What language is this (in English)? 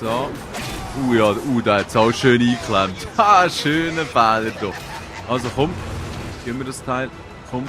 Swiss German